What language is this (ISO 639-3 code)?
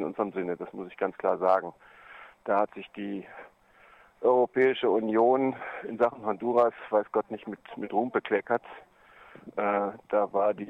deu